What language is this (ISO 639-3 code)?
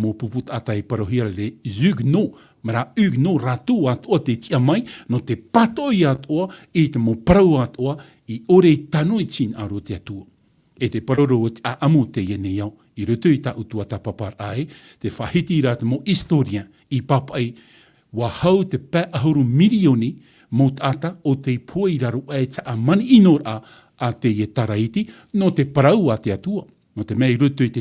tah